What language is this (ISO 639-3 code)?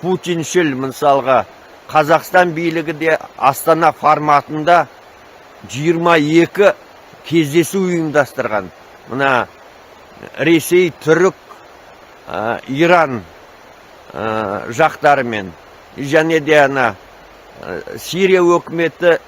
kaz